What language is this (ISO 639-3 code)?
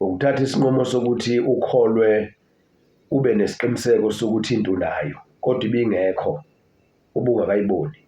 zul